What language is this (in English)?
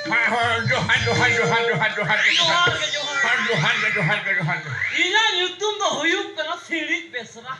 Santali